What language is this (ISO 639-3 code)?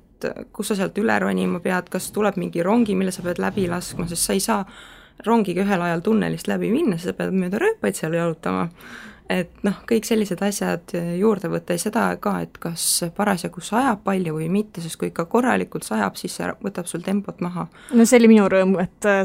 est